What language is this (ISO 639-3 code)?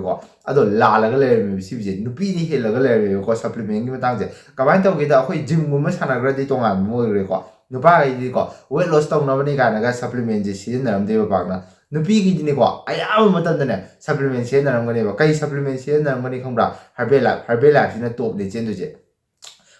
mni